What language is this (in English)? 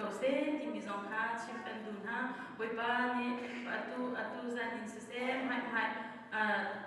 Hakha Chin